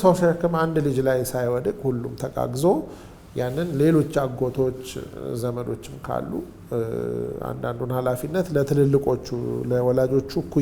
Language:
Amharic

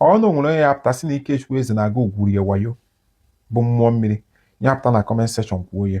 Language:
Igbo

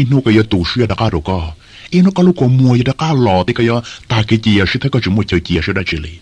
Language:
Hmong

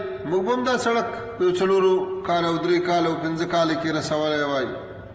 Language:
Pashto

